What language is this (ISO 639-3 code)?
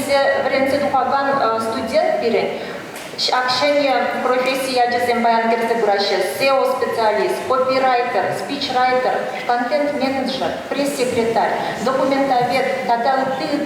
chv